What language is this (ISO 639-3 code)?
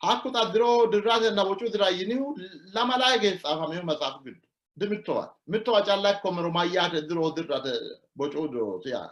sid